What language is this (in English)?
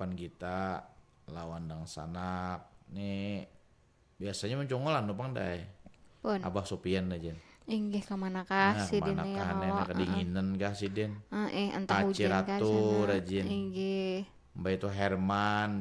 Banjar